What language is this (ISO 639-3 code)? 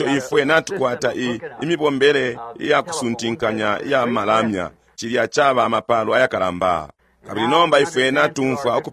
bem